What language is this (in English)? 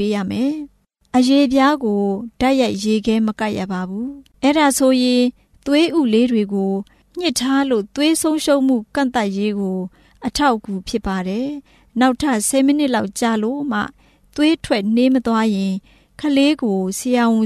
Burmese